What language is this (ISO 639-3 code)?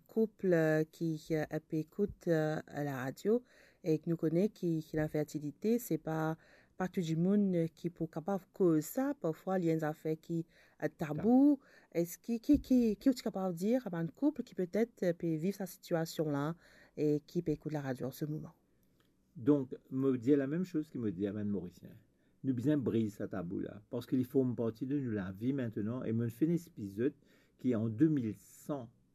mfe